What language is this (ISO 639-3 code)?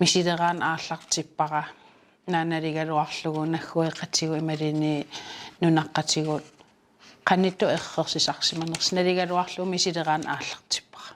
kal